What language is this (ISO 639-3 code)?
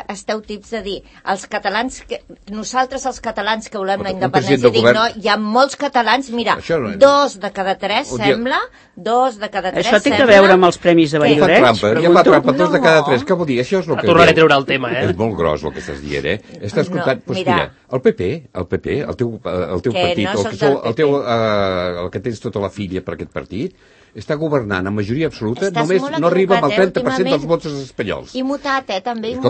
cat